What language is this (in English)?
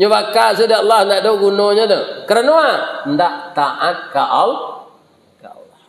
Minangkabau